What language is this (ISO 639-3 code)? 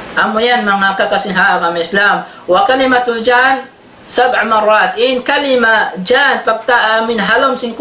tsg